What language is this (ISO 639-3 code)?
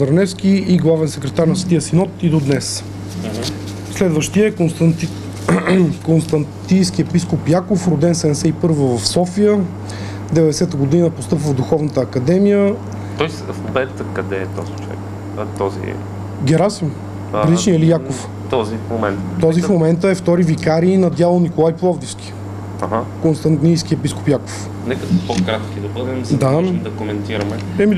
bul